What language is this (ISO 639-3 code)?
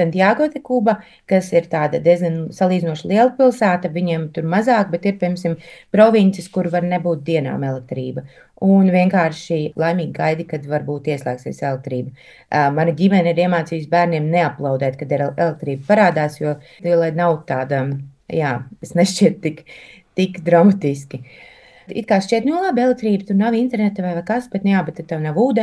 lav